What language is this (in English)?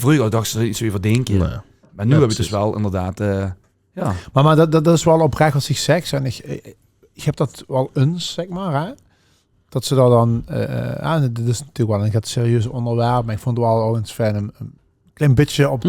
Limburgish